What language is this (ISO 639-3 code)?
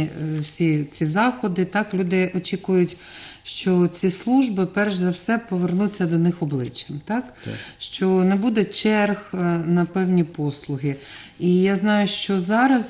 ukr